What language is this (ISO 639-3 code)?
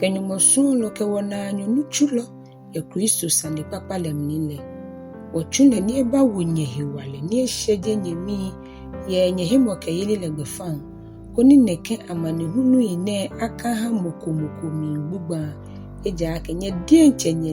gaa